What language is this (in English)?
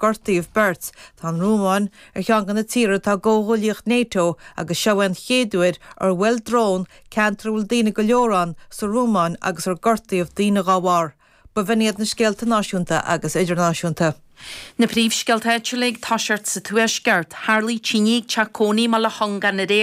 Irish